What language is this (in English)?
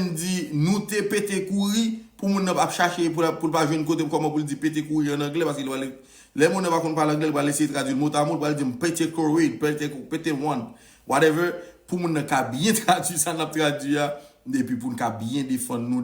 Haitian Creole